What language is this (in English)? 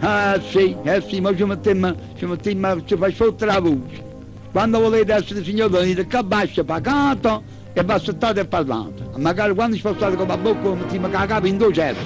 Neapolitan